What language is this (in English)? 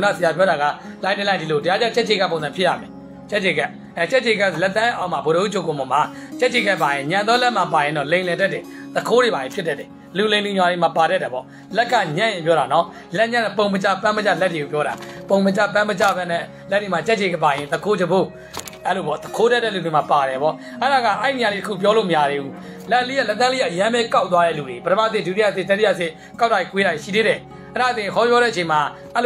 Burmese